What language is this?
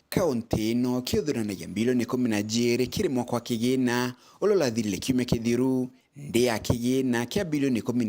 Meru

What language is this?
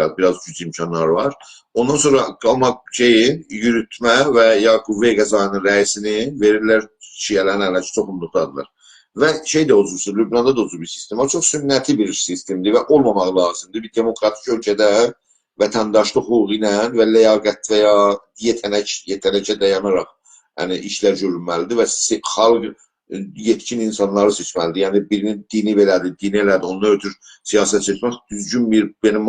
South Azerbaijani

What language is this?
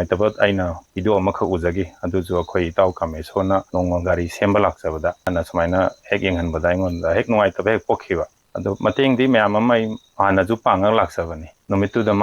Manipuri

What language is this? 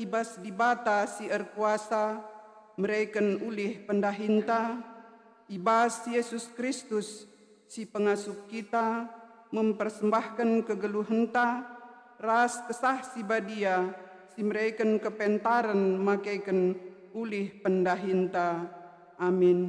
Batak Karo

